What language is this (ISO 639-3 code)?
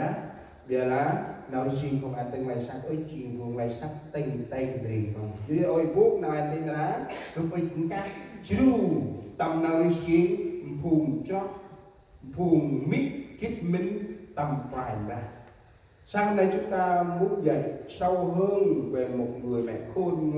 cmo